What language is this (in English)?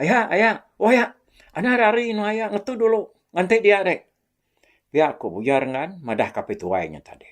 Iban